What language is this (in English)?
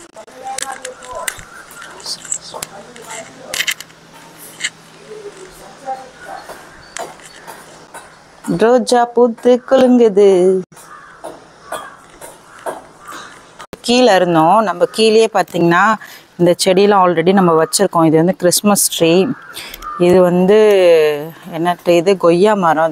Tamil